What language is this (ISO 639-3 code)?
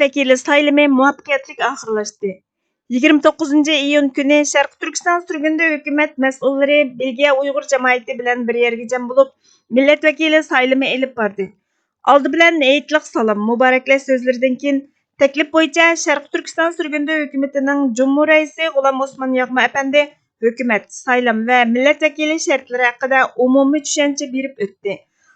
uig